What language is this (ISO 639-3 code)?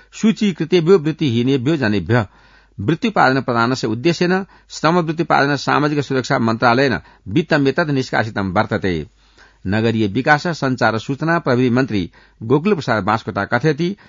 san